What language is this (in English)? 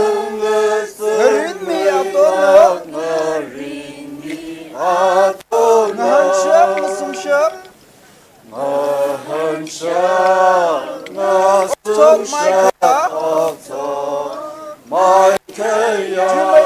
Tangkhul Naga (India)